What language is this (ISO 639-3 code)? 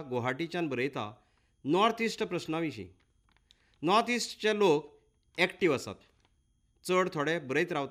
kok